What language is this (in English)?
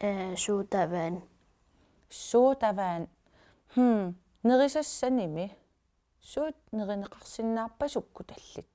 Kalaallisut